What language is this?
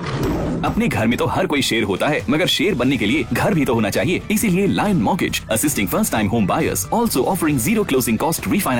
Hindi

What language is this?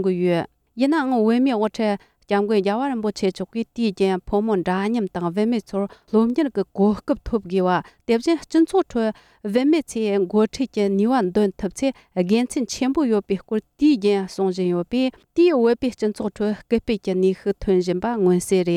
Tibetan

